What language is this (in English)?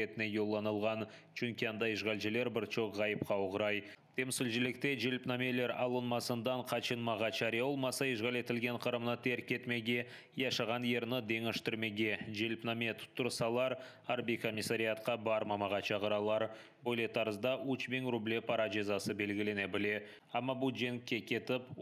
Crimean Tatar